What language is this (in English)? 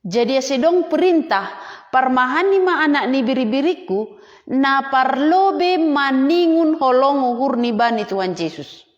Batak Simalungun